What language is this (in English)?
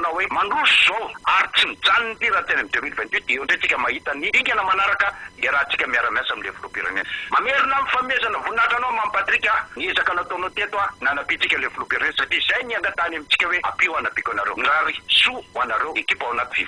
Malagasy